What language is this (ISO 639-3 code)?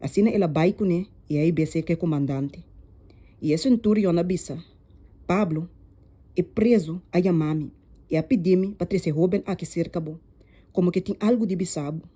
pap